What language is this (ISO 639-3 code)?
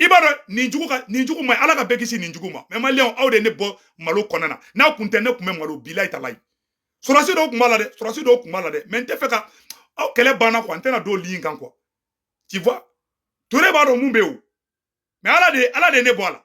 bam